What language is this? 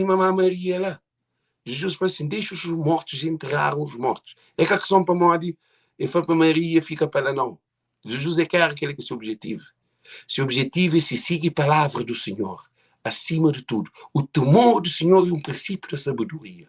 Kabuverdianu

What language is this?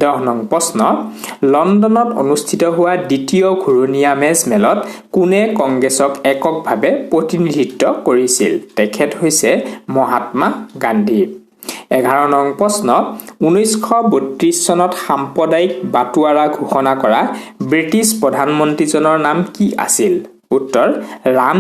Assamese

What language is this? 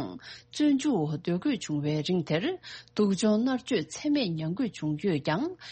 Tibetan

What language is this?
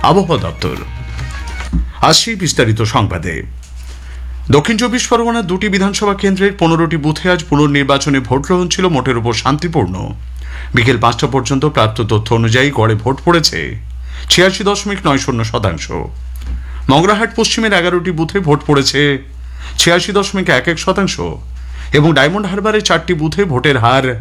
Bangla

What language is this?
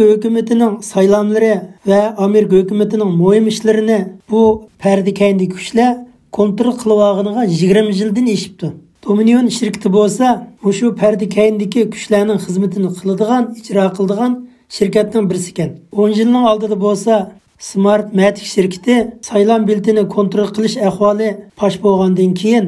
Uyghur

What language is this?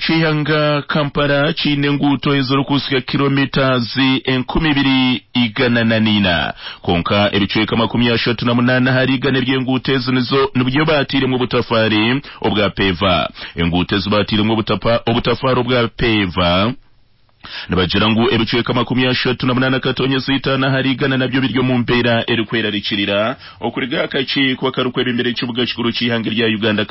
Nyankole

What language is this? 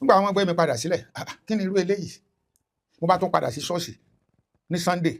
Yoruba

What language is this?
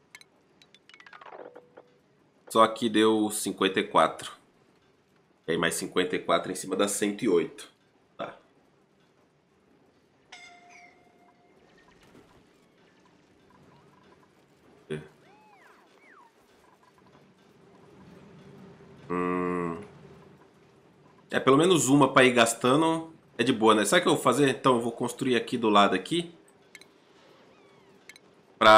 Portuguese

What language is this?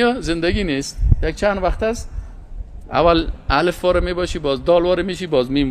Persian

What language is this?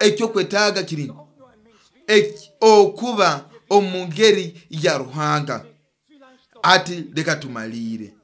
Nyoro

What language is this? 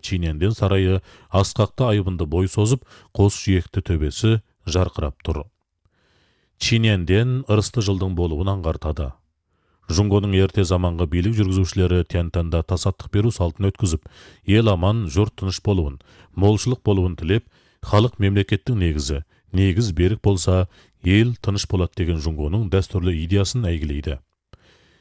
Kazakh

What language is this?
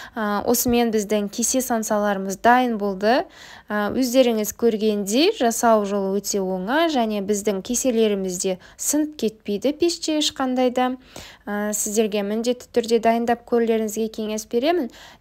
Kazakh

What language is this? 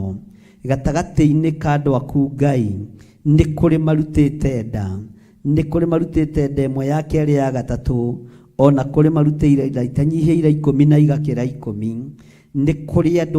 Kikuyu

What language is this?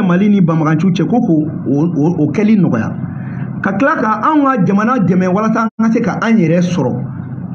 Bambara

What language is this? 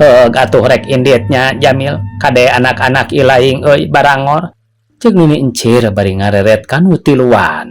Sundanese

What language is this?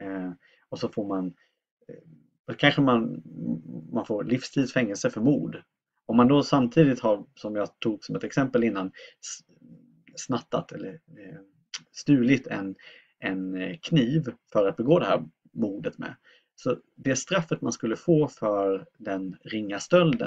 Swedish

